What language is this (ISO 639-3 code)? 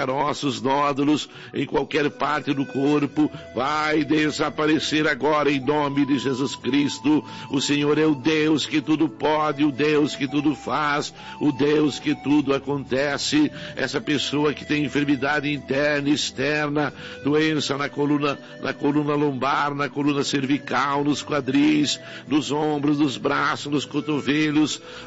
por